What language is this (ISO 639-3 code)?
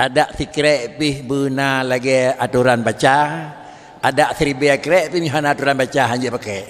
ace